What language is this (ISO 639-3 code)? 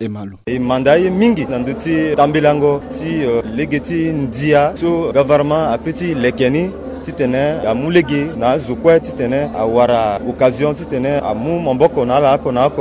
sag